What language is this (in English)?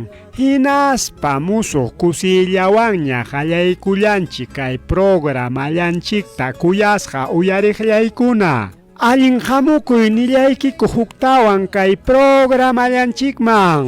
Ayacucho Quechua